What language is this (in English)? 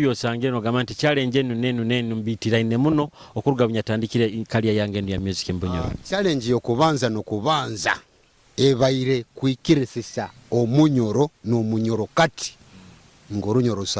Nyoro